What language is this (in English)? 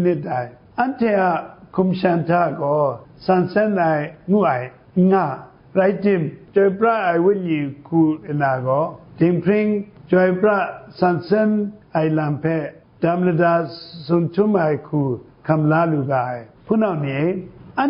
Kachin